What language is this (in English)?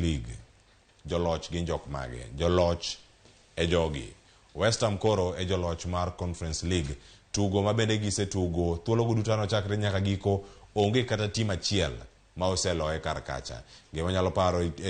Luo (Kenya and Tanzania)